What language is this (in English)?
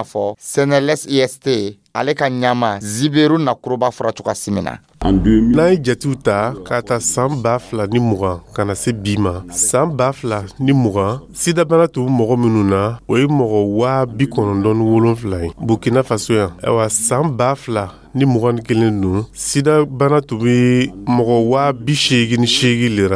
Dyula